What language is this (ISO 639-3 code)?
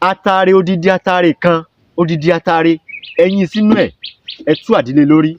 yor